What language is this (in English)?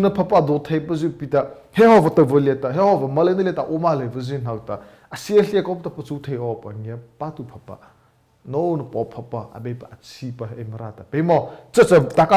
Mara Chin